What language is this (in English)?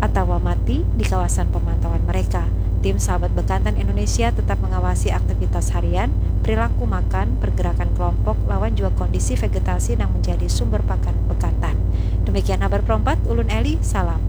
Banjar